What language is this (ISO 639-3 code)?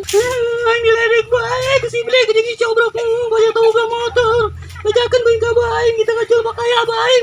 sun